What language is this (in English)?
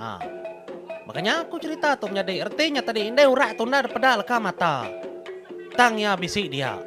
Iban